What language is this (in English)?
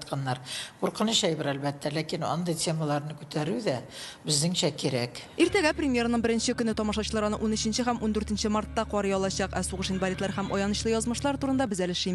Tatar